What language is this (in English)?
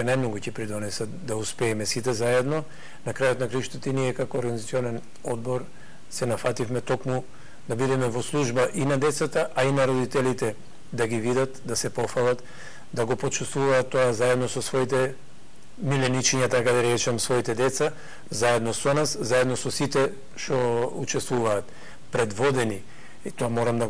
Macedonian